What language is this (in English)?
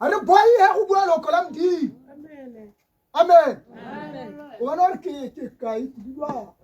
Tswana